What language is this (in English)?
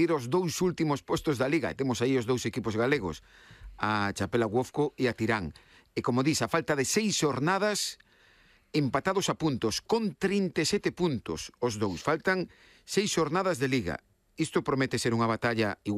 Galician